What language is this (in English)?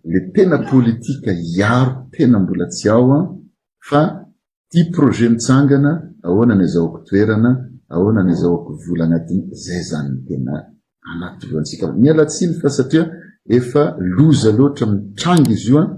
Malagasy